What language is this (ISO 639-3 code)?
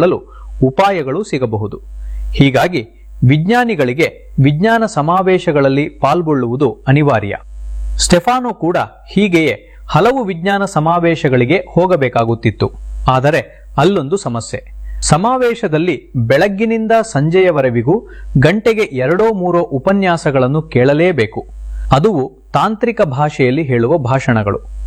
kan